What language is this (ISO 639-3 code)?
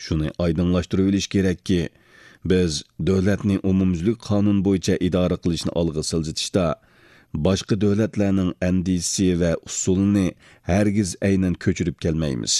uig